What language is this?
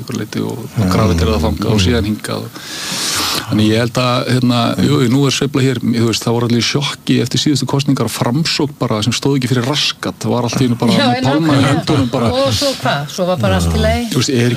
Icelandic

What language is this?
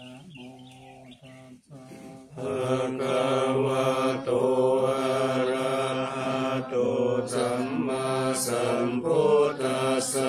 Pali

